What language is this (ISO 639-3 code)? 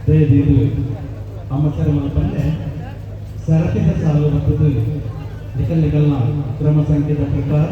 tcy